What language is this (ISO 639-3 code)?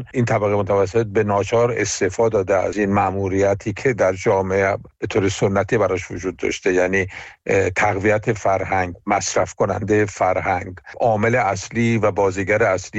fas